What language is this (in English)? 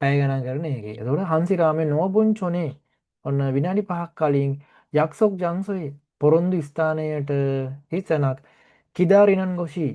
Sinhala